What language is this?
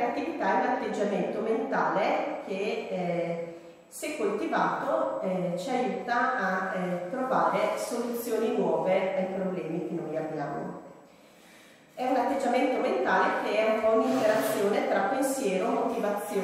Italian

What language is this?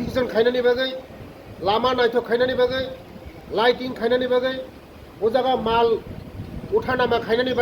Kok Borok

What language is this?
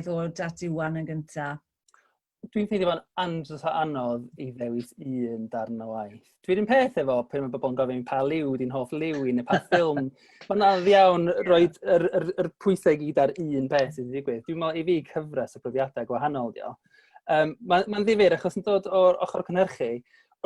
Welsh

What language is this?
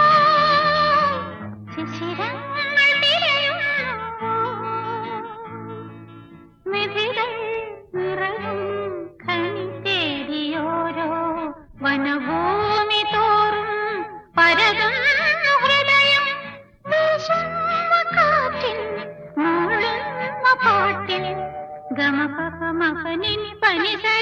Malayalam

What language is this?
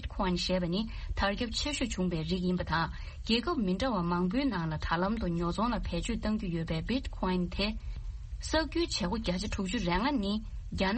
Tibetan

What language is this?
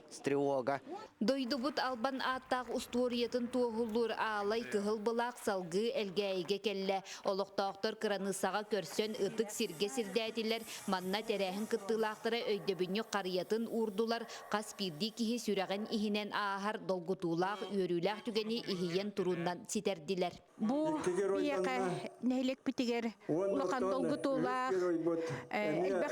Yakut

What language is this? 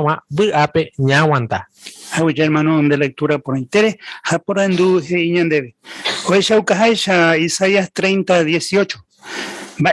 Guarani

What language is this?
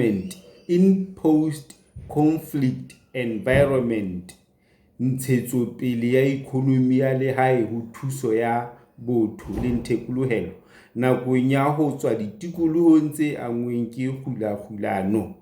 Southern Sotho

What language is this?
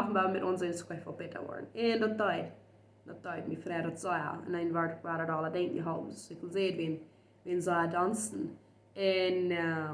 Plautdietsch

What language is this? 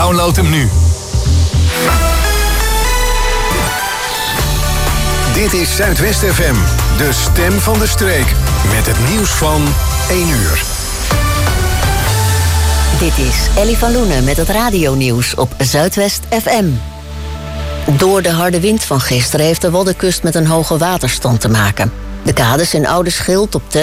Dutch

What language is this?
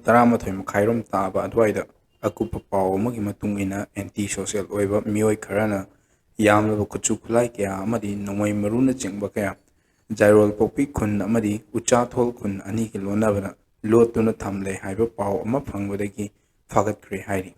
Manipuri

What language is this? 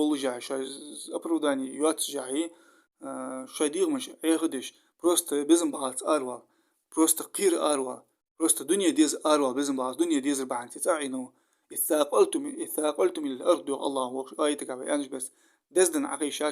Ingush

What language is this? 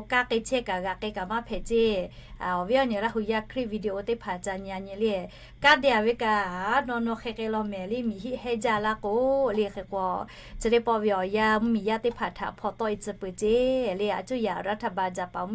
Lahu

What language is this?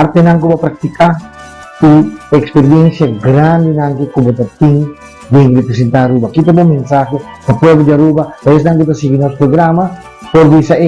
Papiamento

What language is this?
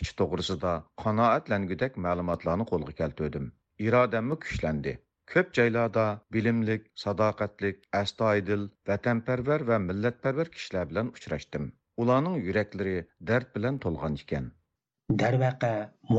Uyghur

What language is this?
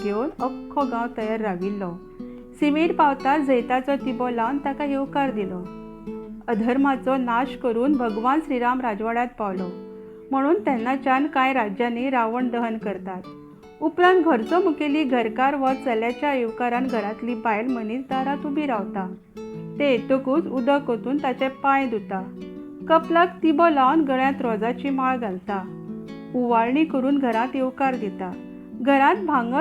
Konkani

